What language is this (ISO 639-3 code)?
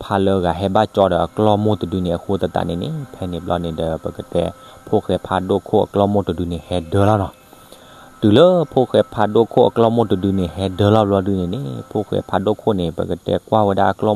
ksw